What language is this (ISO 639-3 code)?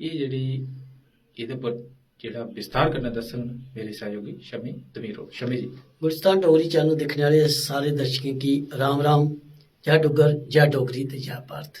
doi